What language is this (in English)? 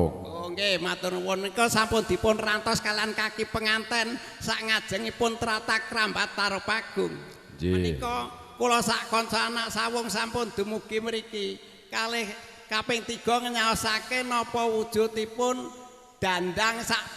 Javanese